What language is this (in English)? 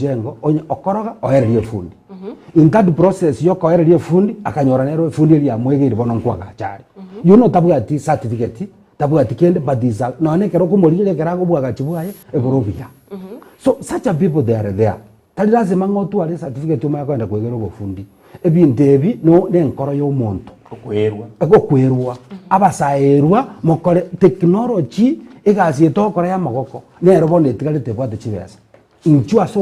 Gusii